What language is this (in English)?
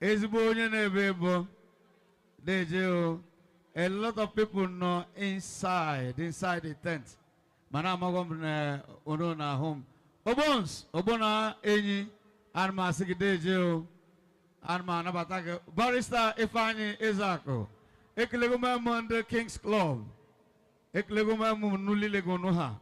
Igbo